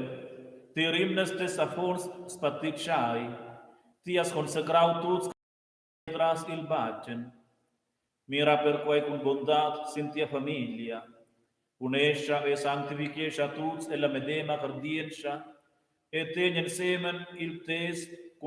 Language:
Romansh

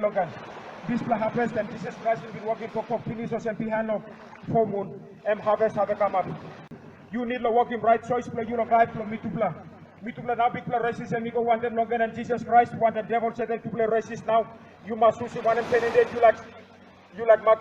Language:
Tok Pisin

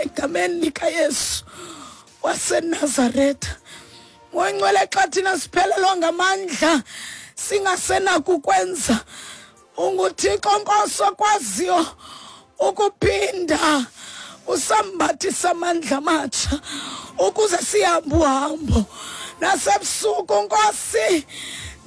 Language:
Xhosa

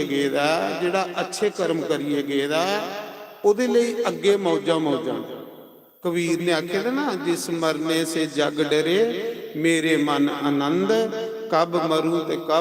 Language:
Dogri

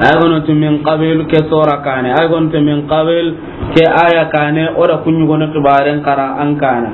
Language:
Soninke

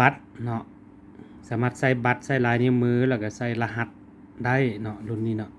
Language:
Lao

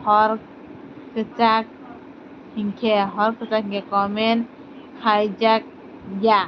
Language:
Kok Borok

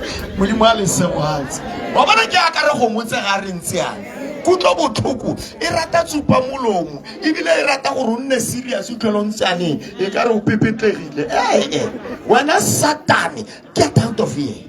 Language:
Tswana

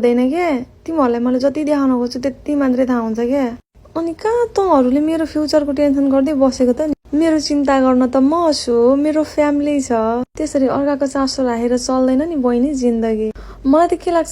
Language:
Nepali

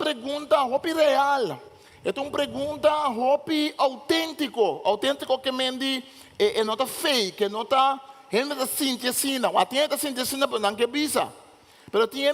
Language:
Papiamento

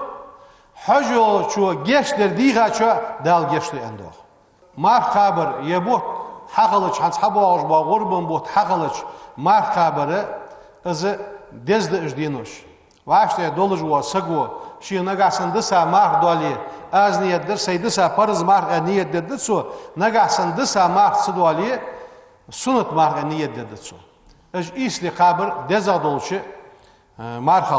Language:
Ingush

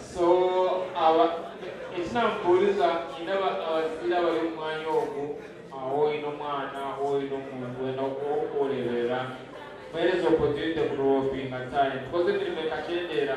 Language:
Nyankole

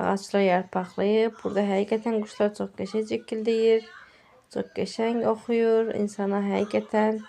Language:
Azerbaijani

